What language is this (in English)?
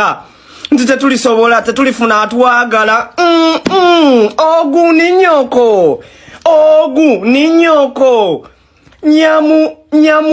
Ganda